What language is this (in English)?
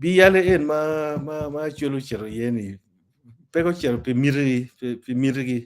Acoli